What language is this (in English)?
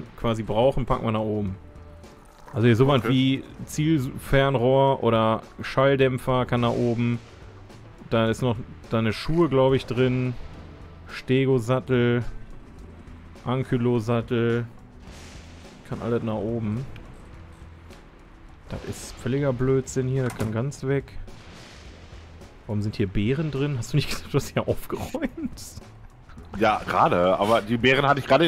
German